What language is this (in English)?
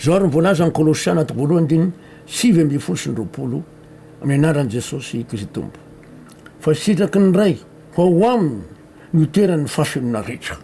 Malagasy